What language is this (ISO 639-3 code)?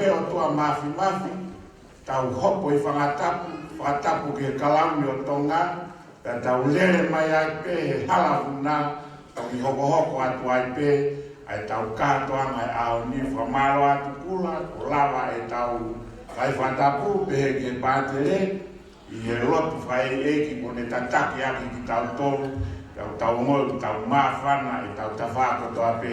ton